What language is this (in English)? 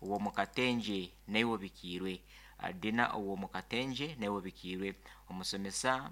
Nyankole